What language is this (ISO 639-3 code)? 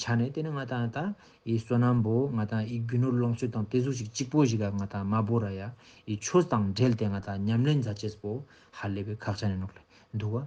lbj